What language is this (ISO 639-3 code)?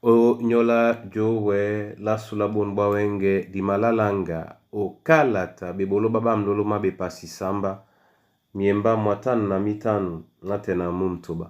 dua